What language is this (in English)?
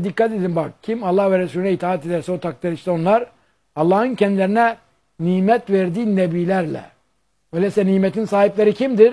Turkish